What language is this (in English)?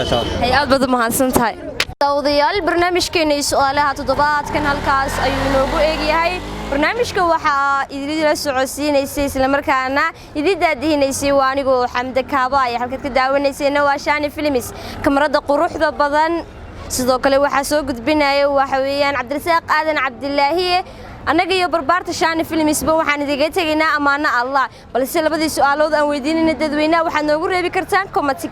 Somali